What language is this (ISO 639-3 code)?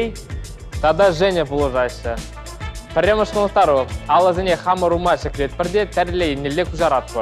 chv